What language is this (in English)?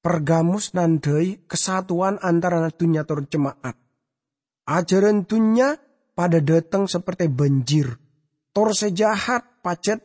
Madurese